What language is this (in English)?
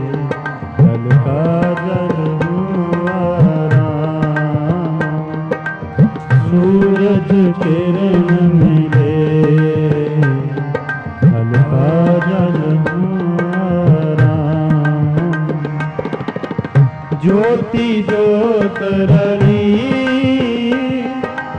Hindi